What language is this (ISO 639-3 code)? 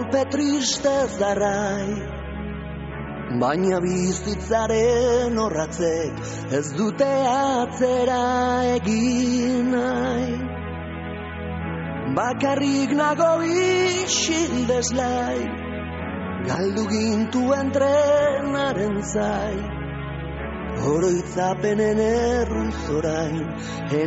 eus